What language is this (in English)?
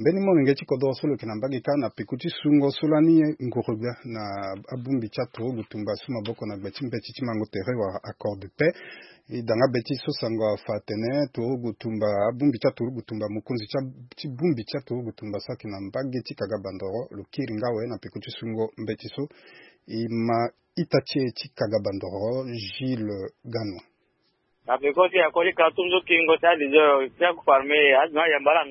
Sango